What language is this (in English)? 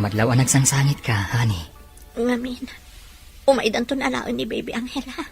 Iloko